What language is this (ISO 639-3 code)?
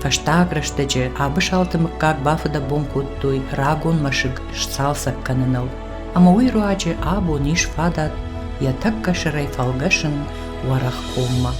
oss